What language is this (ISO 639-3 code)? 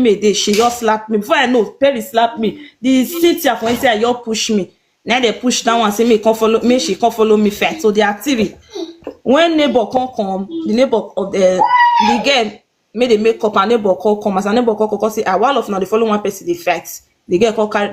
pcm